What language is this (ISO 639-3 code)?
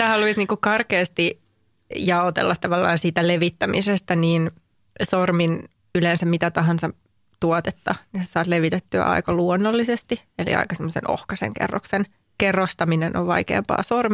fin